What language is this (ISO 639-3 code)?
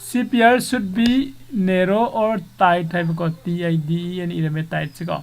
mni